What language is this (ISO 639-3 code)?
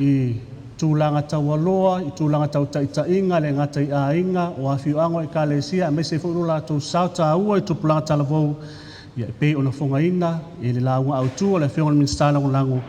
smo